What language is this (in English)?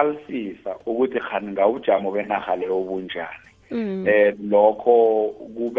South Ndebele